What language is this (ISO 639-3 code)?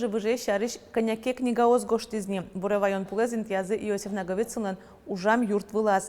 udm